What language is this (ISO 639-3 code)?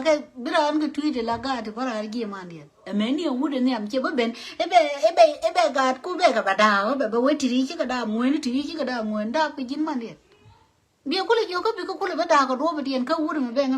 nus